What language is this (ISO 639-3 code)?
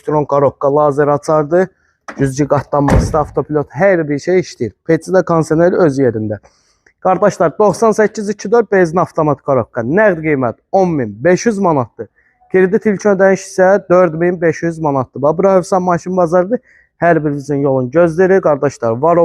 aze